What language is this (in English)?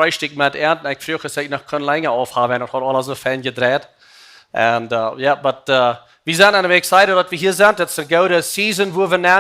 Plautdietsch